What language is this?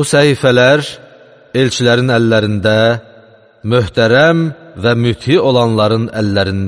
Azerbaijani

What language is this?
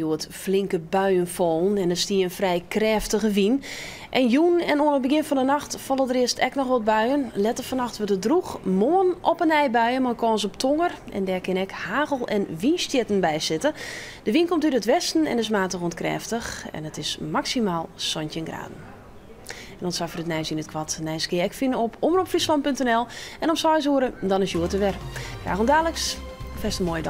Western Frisian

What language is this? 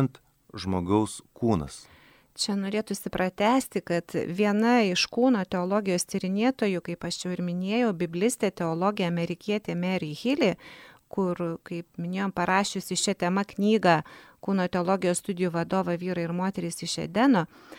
Lithuanian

